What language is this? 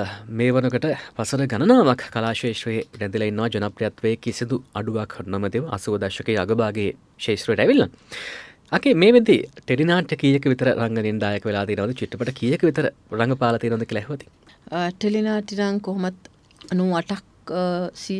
Sinhala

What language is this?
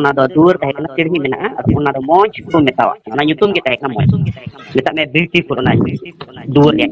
Santali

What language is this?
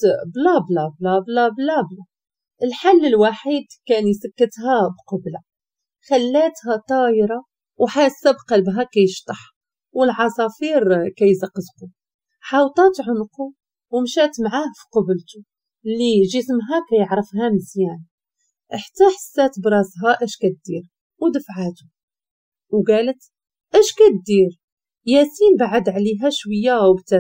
Moroccan Arabic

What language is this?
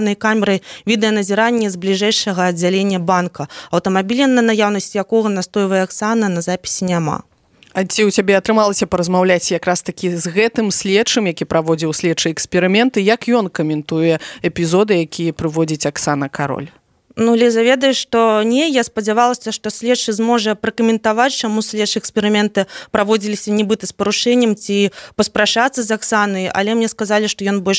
Belarusian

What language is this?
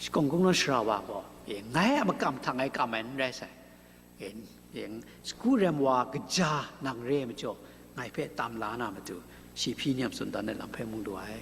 Kachin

